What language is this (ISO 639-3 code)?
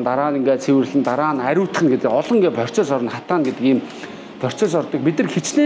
mon